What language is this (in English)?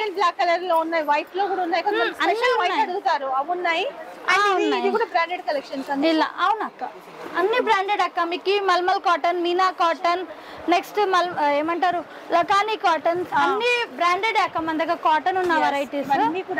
Telugu